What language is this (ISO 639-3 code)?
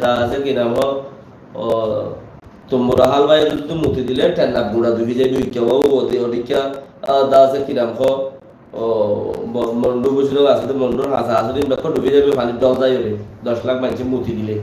rhg